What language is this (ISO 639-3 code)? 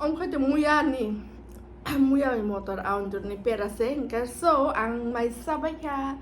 trp